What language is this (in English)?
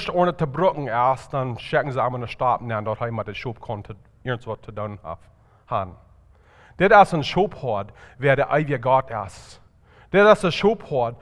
Plautdietsch